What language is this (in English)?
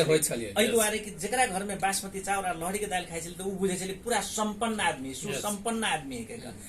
Maithili